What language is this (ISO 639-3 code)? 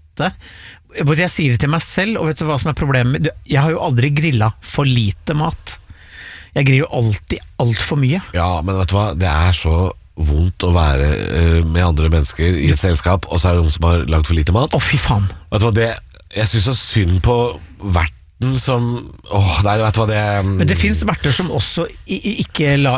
nor